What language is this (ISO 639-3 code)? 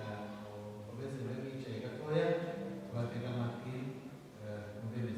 kin